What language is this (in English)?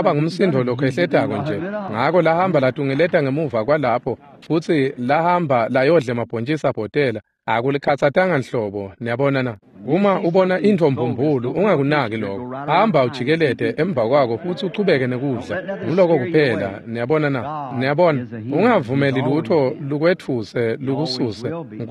Swati